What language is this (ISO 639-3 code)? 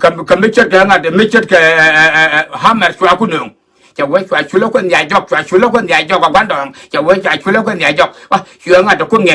nus